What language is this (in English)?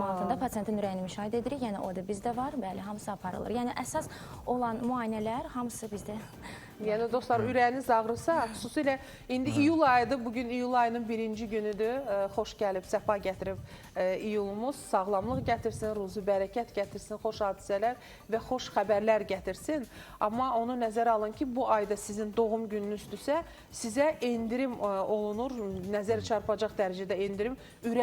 Azerbaijani